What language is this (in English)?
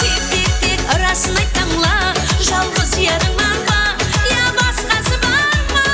Kara-Kalpak